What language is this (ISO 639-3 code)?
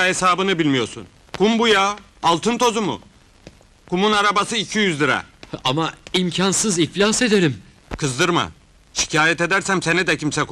tur